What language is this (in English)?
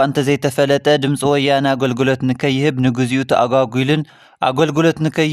Tigrinya